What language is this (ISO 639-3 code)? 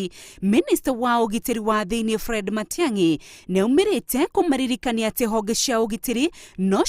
kik